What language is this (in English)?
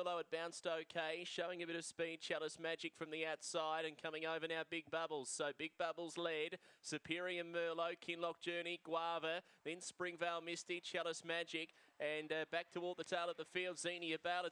English